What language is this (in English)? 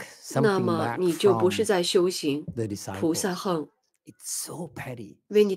Chinese